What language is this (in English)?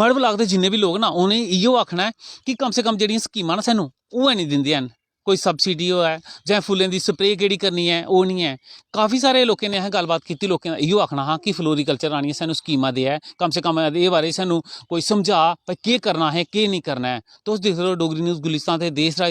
Dogri